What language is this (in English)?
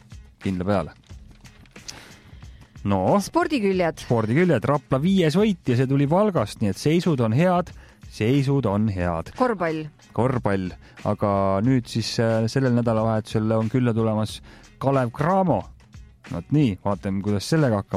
Estonian